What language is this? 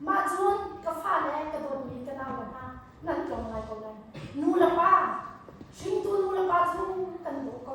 Hakha Chin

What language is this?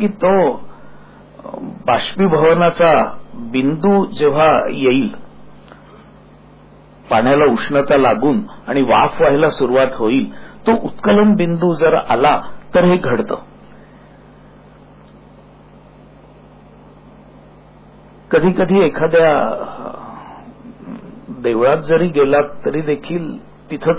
Marathi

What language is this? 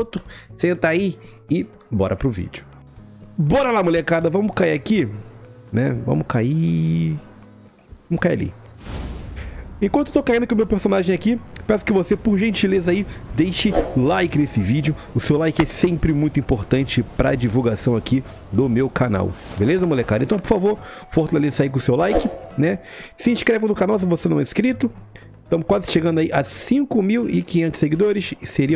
Portuguese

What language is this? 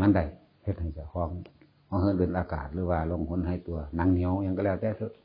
Northeastern Thai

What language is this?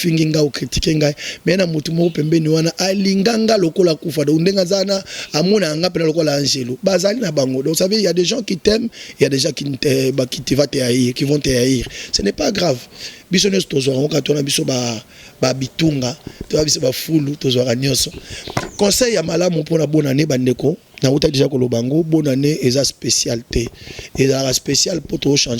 Lingala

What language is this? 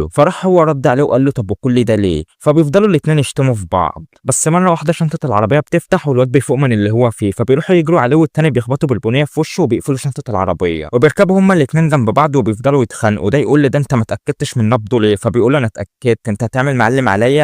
Egyptian Arabic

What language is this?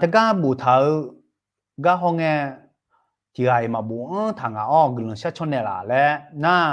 Akha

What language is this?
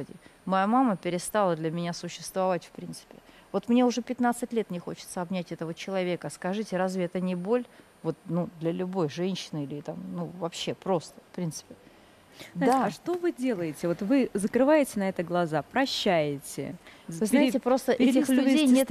Russian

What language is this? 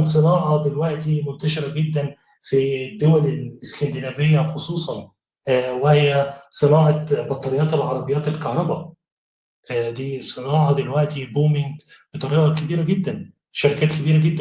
Egyptian Arabic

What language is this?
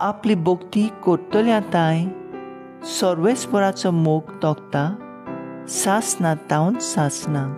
Konkani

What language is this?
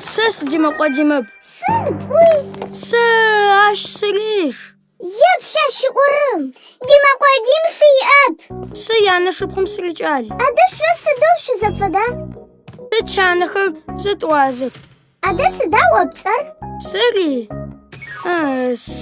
Adyghe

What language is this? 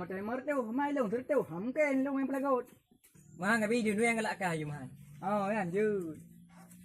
Achinese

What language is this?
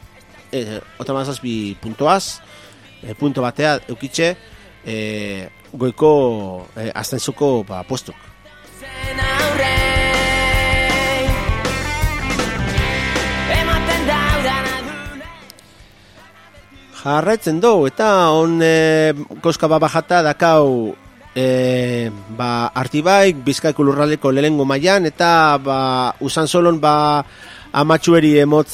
Basque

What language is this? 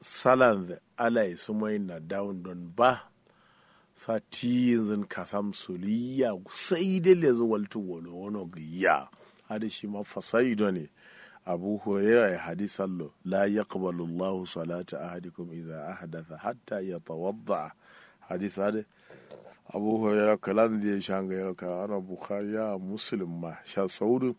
Kanuri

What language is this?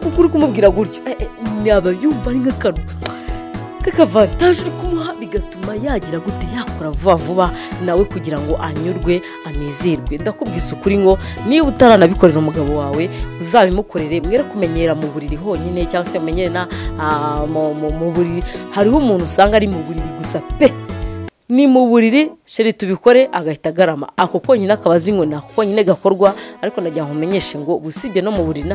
Kinyarwanda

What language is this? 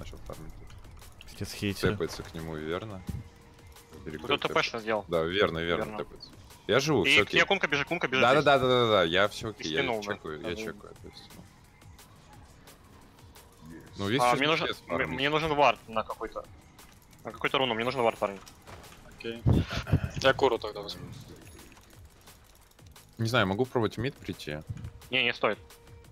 Russian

